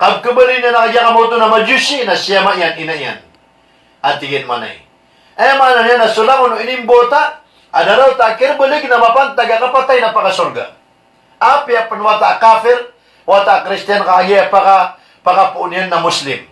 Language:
Maranao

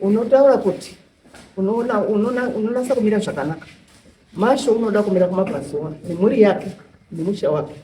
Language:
Shona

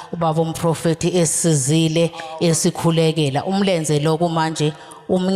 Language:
Zulu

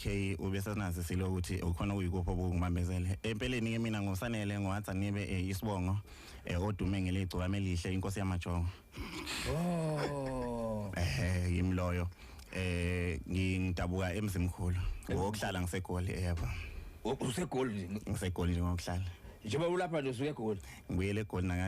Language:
Zulu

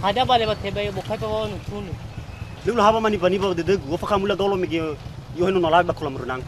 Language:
Nias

